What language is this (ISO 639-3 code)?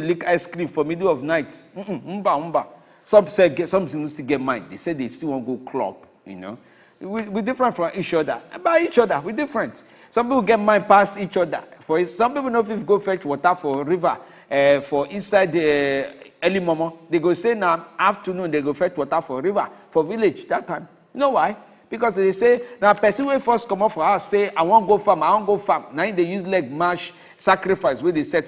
pcm